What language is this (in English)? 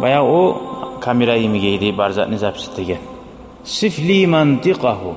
Kumyk